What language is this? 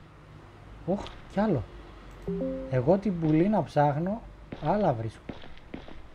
Greek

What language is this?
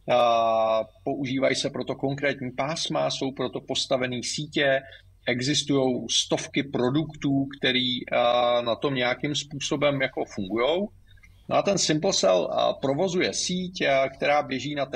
Czech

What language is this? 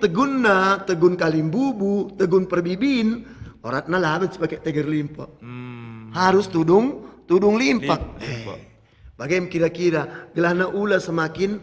Batak Karo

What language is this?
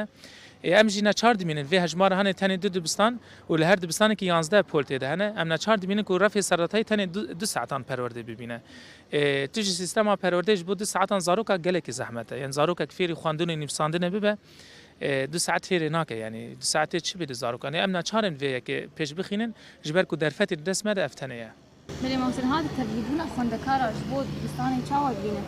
Kurdish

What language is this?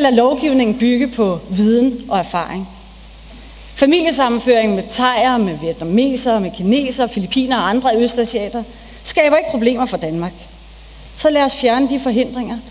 Danish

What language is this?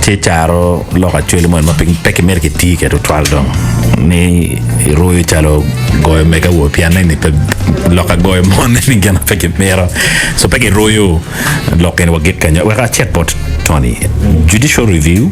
Acoli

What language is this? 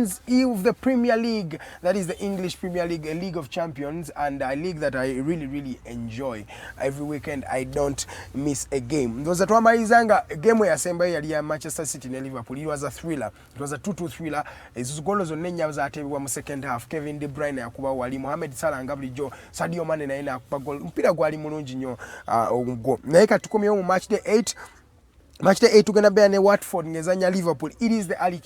Ganda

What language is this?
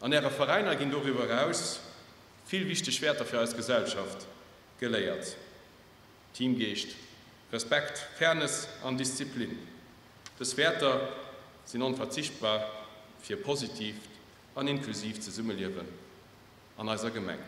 Luxembourgish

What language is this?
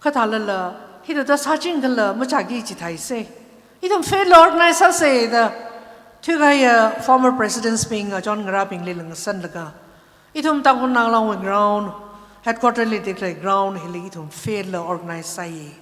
Tangkhul Naga (India)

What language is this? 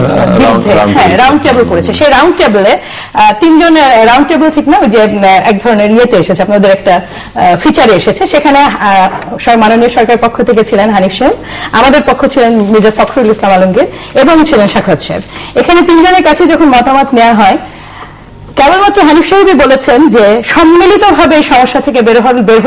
Bangla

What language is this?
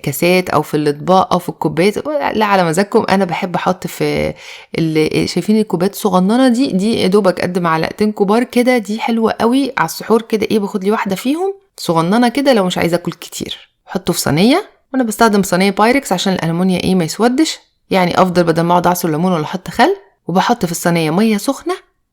Egyptian Arabic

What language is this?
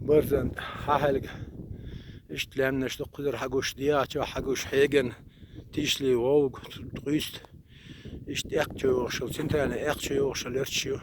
Chechen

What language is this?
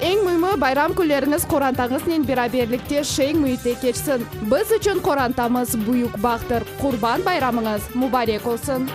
Crimean Tatar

